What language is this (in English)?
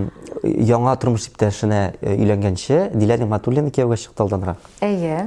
Tatar